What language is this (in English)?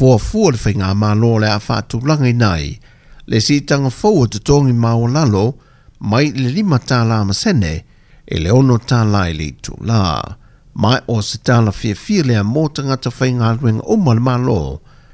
Samoan